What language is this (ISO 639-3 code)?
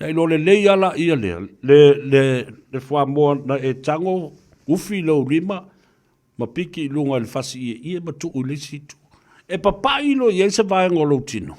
smo